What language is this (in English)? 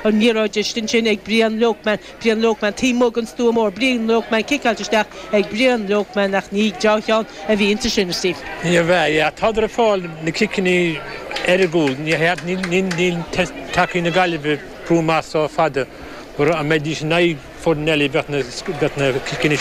Irish